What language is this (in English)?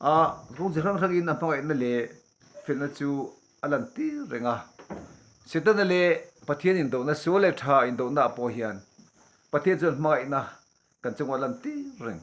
Mizo